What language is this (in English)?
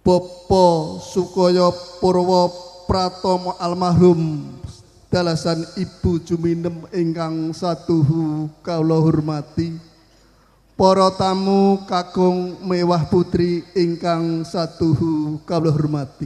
Javanese